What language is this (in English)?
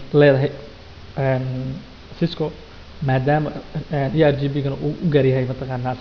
Somali